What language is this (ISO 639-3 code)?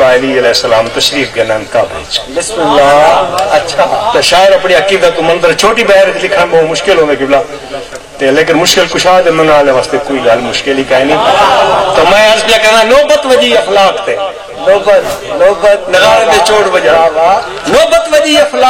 skr